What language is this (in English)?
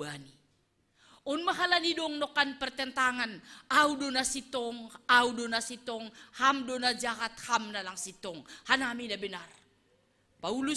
Batak Simalungun